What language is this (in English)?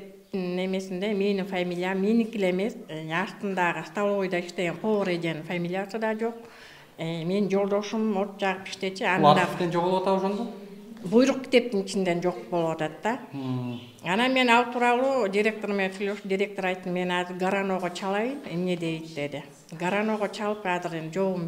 Kyrgyz